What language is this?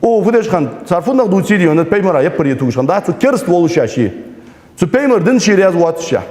Ingush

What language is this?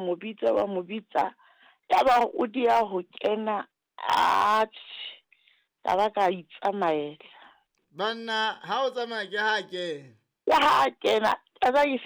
Southern Sotho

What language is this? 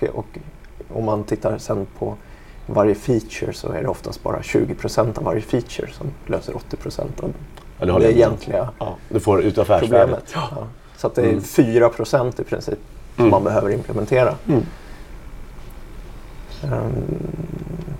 Swedish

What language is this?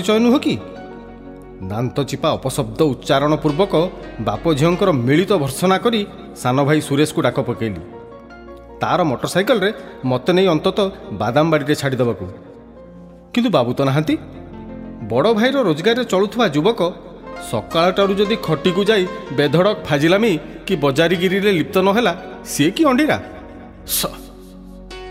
Odia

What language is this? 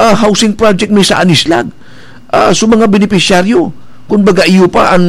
Bikol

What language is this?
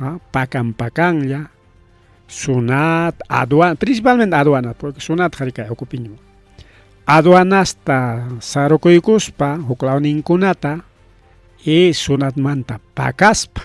Ayacucho Quechua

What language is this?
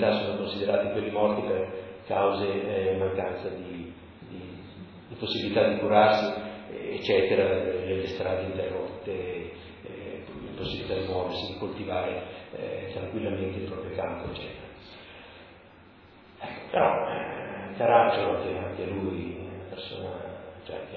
Italian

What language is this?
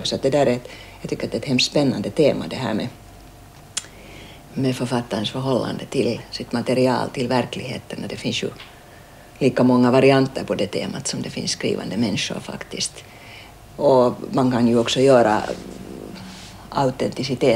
Swedish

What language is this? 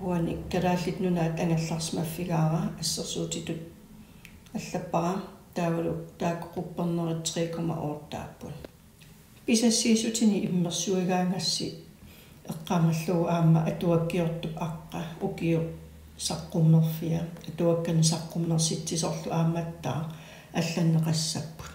Kalaallisut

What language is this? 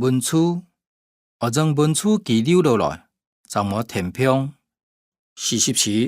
Hakka Chinese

